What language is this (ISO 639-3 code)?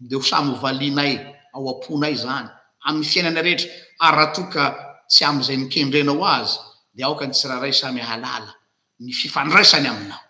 mlg